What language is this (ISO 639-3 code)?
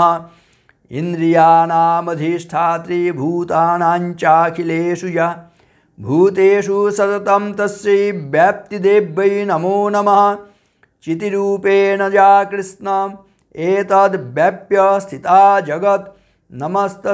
san